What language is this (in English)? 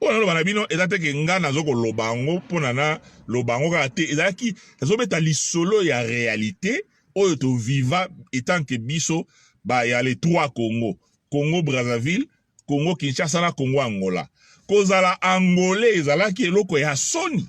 Lingala